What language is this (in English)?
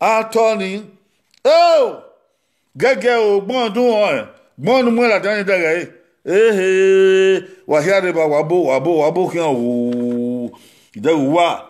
Bini